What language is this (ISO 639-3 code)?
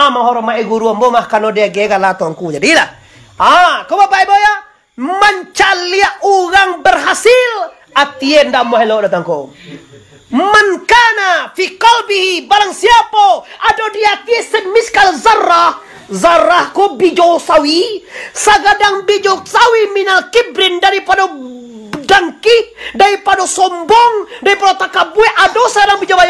min